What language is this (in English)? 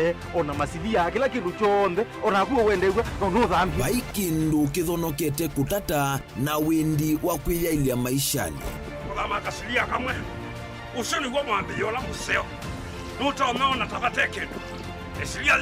Kamba